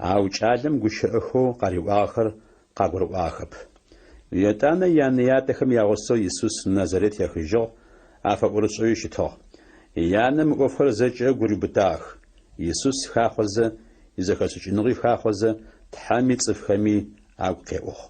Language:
Adyghe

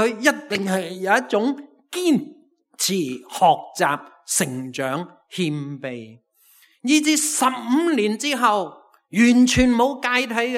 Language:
Cantonese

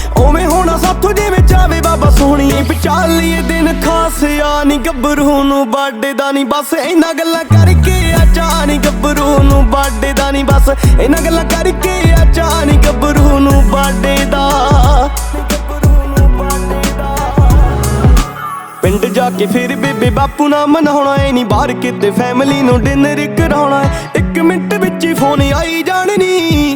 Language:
Punjabi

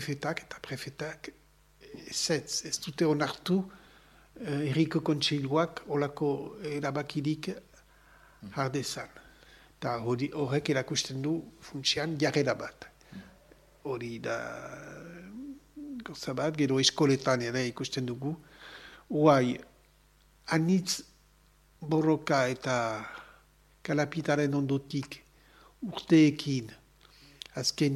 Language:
Basque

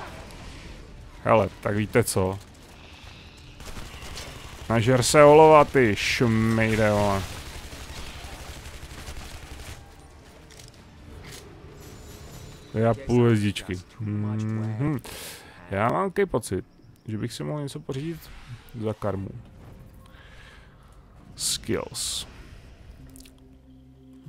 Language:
Czech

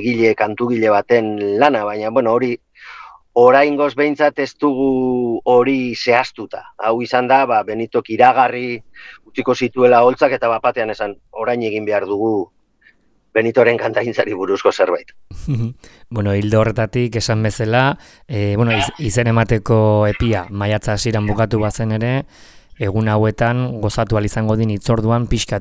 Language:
Basque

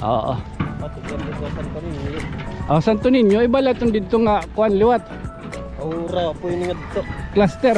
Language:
Waray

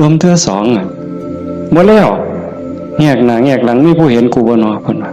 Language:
Northeastern Thai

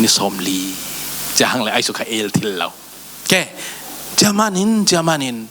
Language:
Falam Chin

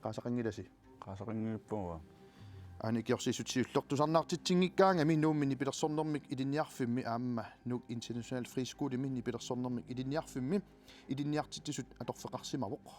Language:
Kalaallisut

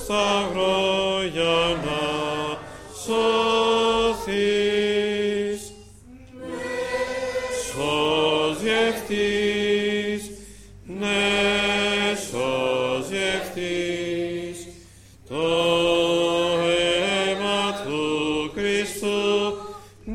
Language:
Greek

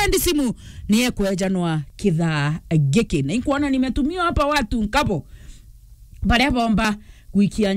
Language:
Meru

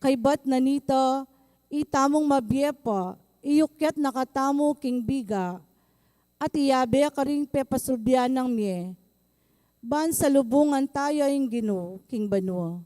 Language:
Pampanga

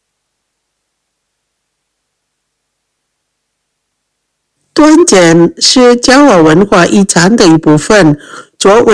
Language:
Chinese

